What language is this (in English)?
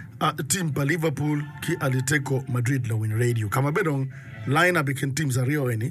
Acoli